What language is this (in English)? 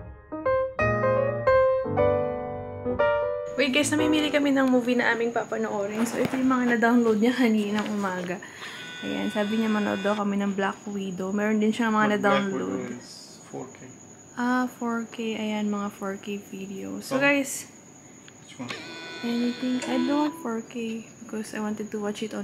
Filipino